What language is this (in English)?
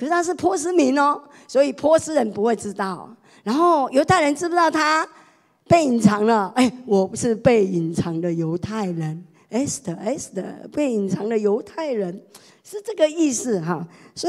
Chinese